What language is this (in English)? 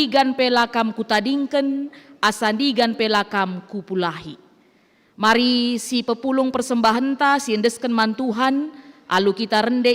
Batak Karo